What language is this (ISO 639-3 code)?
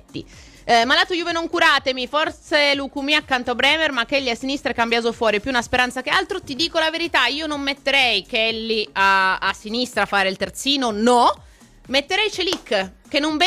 ita